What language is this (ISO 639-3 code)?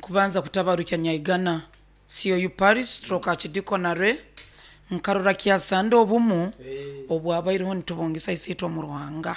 nyo